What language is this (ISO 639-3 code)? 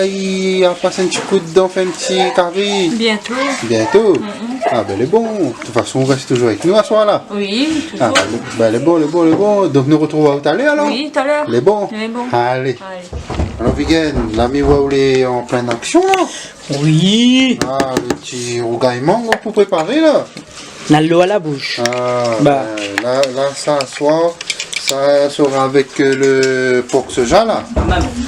rcf